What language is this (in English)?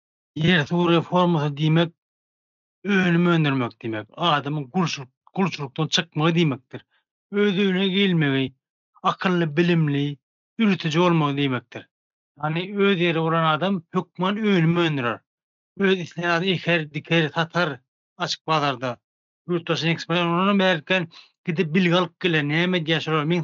Turkmen